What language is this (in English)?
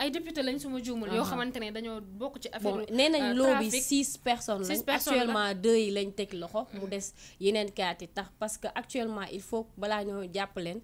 Wolof